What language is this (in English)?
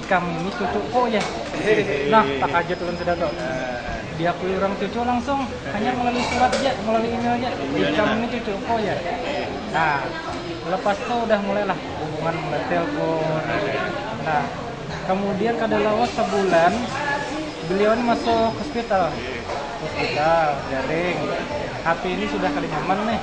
Banjar